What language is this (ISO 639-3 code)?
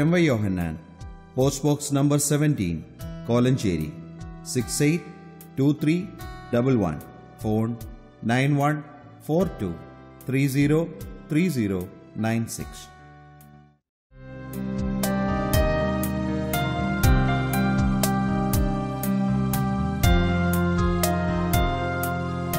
mal